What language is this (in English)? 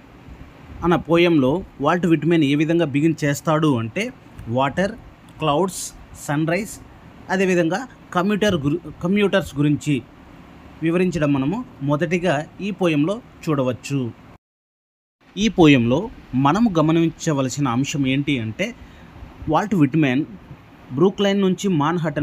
Telugu